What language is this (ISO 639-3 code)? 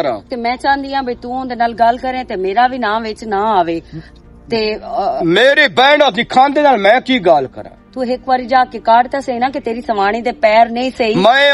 lah